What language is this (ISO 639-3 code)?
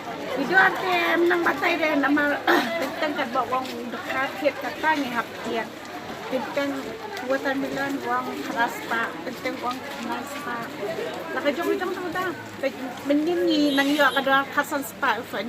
kha